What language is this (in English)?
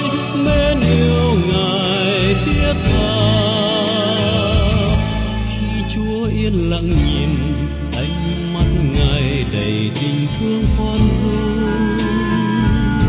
Vietnamese